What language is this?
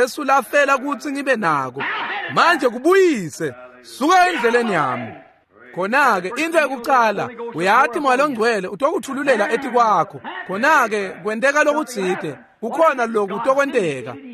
Swati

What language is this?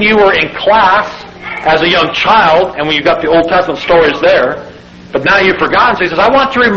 English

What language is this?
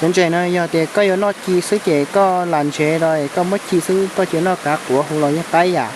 Hmong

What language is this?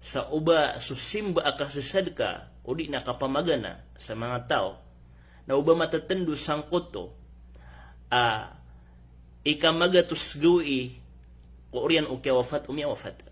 Maranao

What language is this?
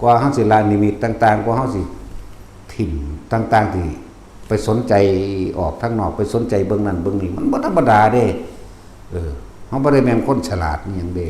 Northeastern Thai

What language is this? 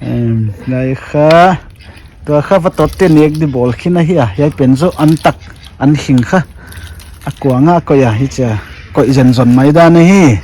Paite Chin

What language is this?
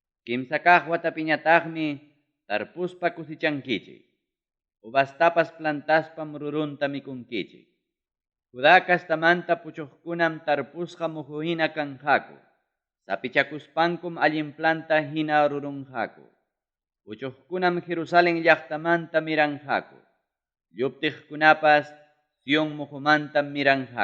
Ayacucho Quechua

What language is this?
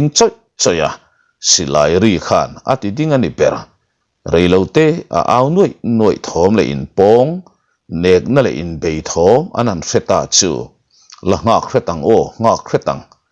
Mizo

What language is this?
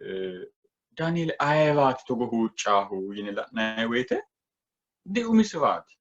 Sidamo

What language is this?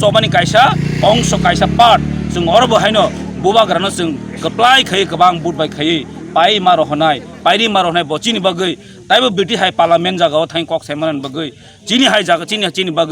Kok Borok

